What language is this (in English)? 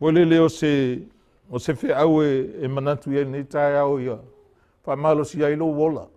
Samoan